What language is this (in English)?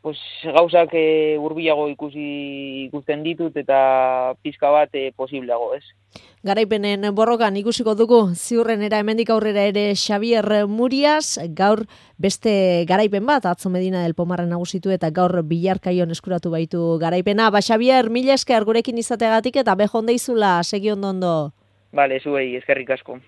Basque